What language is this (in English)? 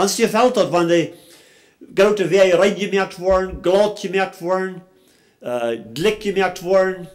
Plautdietsch